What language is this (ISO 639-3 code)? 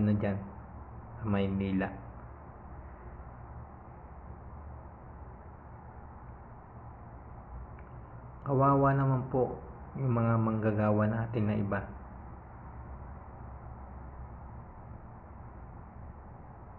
fil